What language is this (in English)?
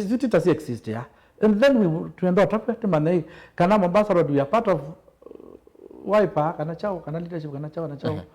Kamba